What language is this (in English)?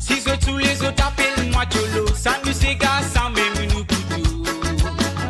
Morisyen